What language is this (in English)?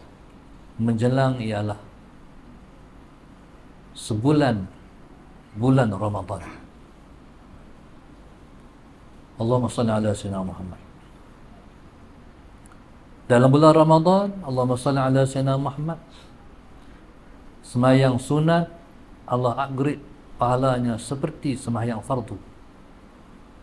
Malay